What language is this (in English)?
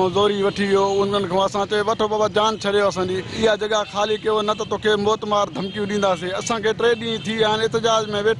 Sindhi